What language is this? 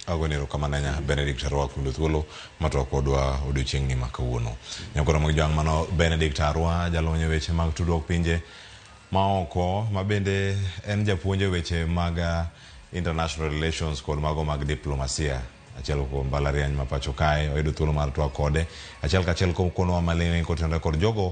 Luo (Kenya and Tanzania)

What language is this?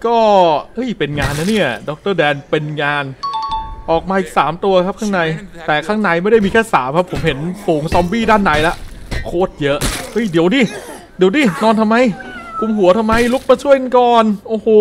Thai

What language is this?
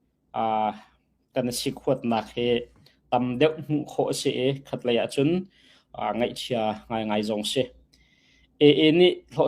Hakha Chin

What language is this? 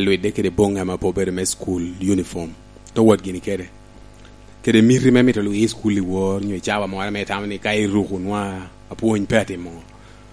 Lango (Uganda)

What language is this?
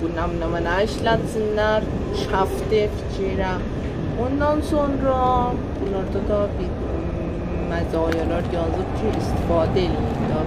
South Azerbaijani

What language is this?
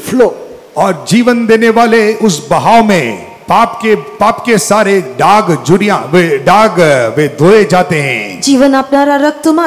Hindi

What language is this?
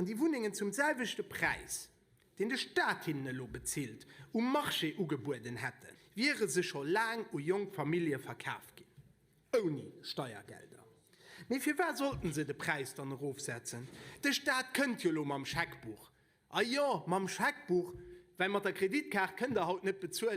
Luxembourgish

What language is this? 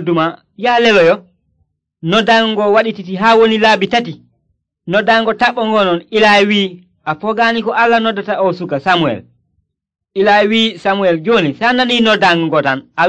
Nigerian Fulfulde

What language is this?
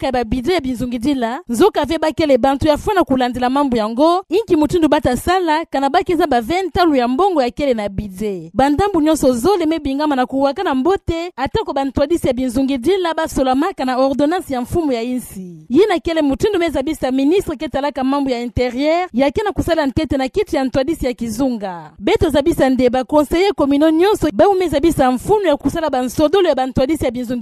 Kituba (Democratic Republic of Congo)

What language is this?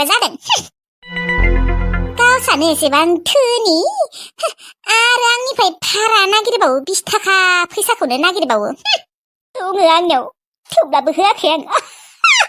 Bodo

